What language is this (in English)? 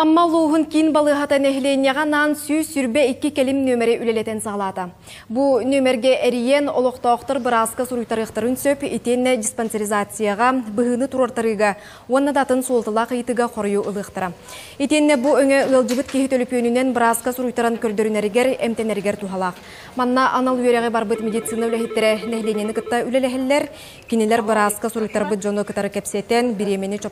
Yakut